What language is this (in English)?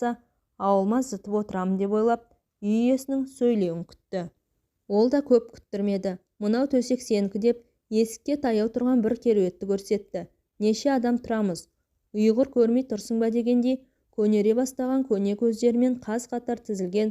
Kazakh